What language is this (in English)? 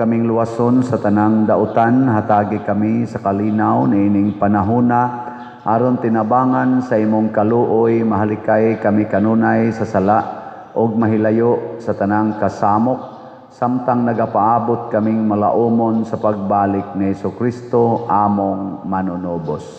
Cebuano